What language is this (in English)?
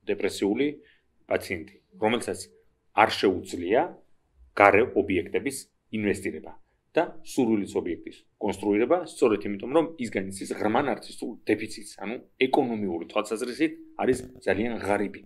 Georgian